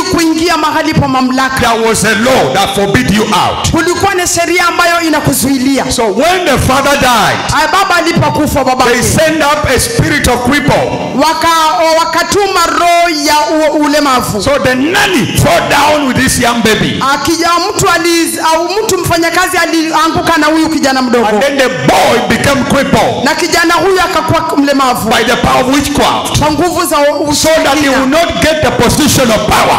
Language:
Swahili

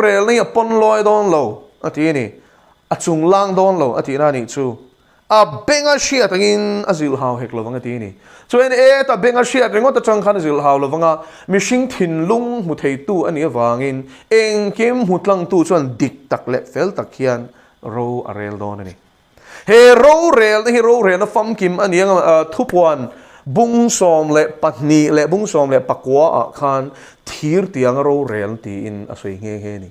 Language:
Mizo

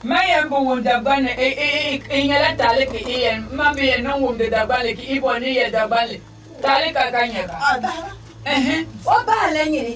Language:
Dagbani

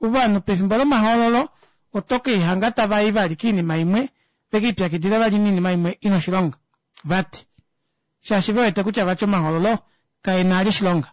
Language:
Kuanyama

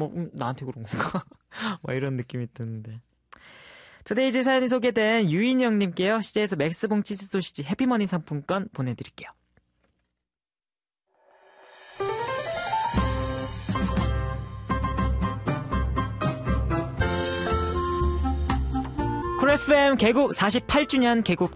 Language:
Korean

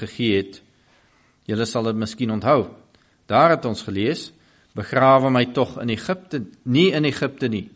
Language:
Afrikaans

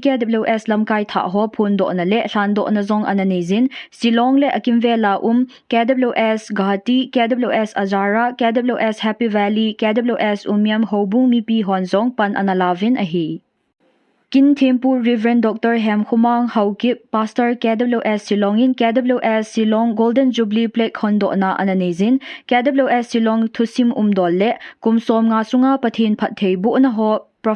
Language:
Thado Chin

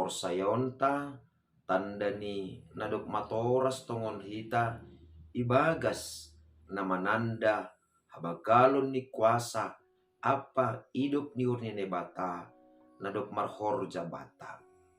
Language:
Batak Simalungun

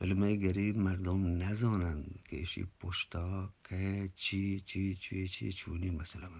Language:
Eastern Balochi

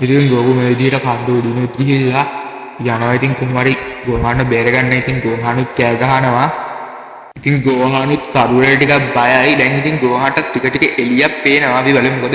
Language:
Sinhala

